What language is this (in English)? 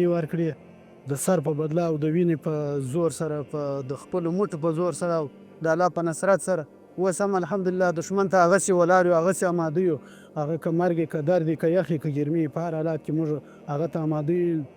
Pashto